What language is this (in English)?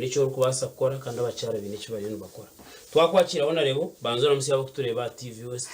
Nyankole